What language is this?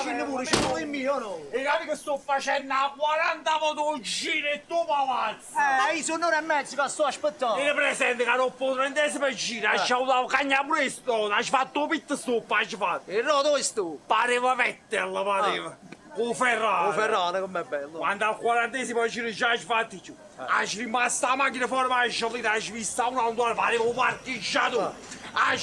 Neapolitan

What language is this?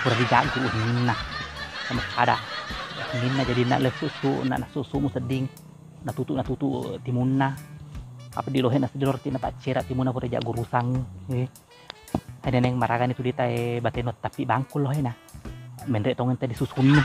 Buginese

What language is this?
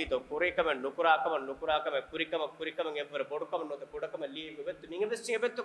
Divehi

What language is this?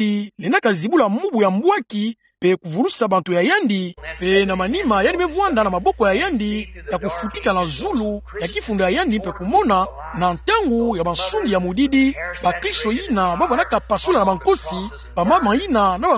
Kituba (Democratic Republic of Congo)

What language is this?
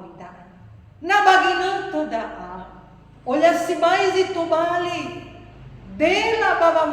Nias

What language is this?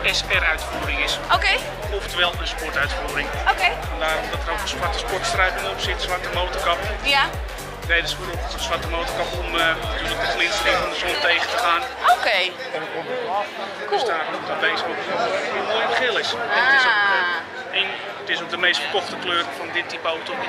Dutch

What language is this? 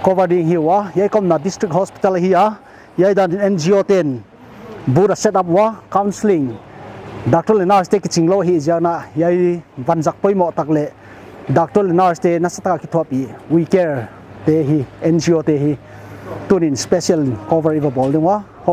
Paite Chin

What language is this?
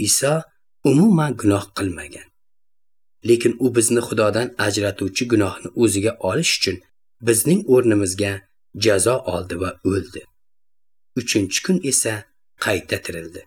Uzbek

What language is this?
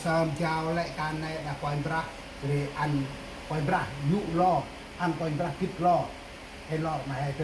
Central Mnong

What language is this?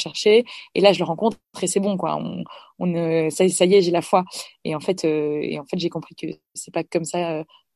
French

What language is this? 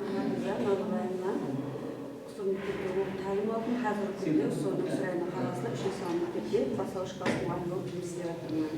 Kara-Kalpak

